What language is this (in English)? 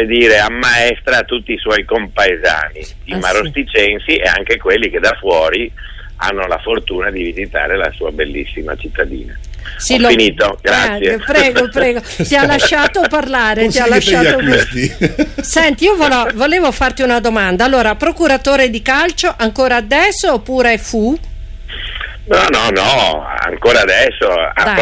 Italian